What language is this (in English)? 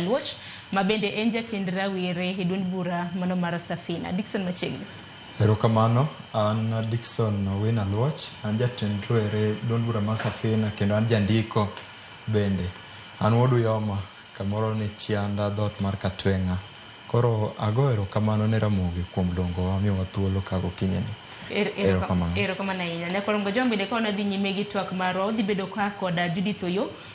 Luo (Kenya and Tanzania)